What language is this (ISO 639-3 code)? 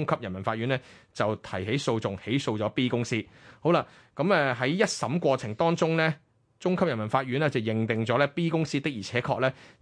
yue